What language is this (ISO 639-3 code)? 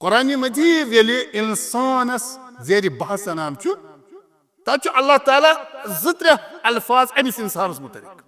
kas